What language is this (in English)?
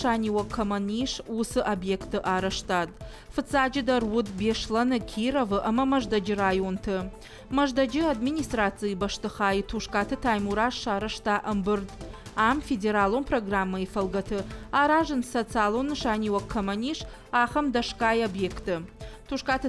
Ossetic